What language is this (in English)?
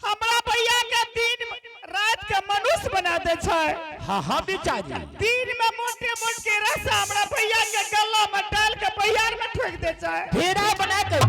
Angika